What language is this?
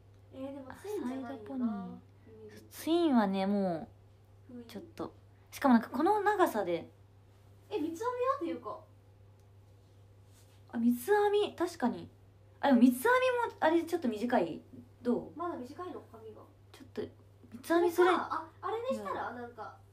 Japanese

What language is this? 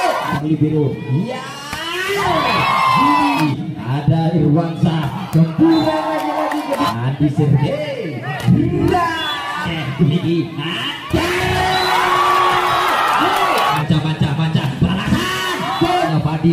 Indonesian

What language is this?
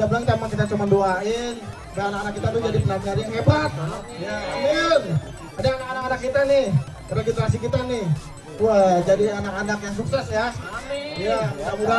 Betawi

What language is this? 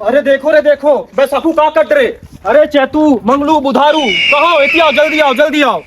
Chhattisgarhi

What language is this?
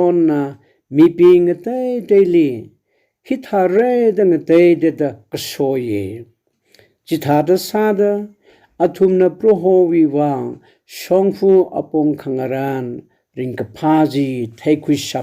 Tangkhul Naga (India)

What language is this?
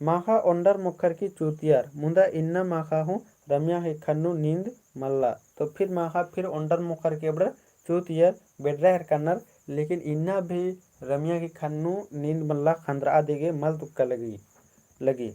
Kurukh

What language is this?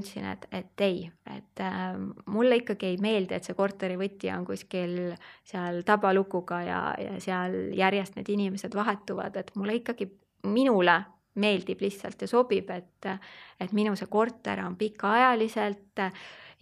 Estonian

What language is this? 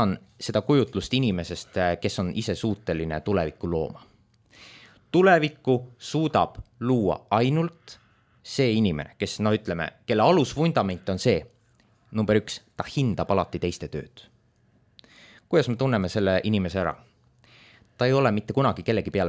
Estonian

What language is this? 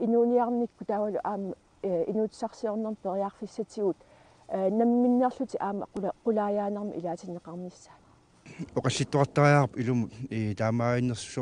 Kalaallisut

